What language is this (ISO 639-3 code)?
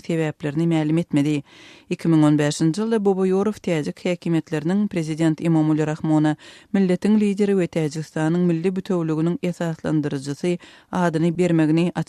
tuk